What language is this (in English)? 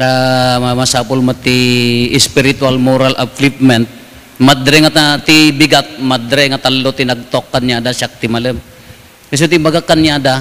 Iloko